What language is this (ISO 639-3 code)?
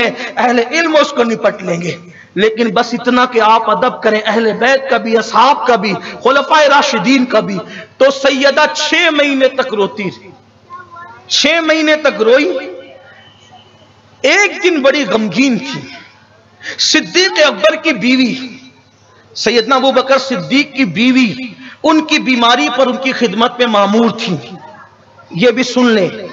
urd